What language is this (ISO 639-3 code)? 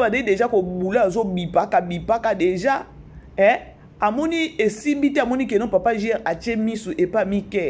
lin